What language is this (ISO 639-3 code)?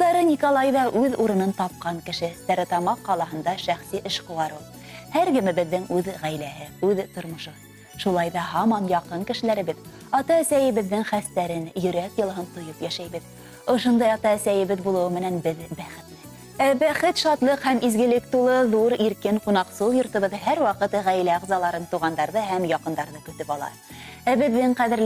bak